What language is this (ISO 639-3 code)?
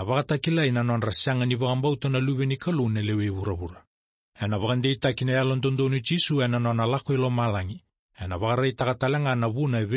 fij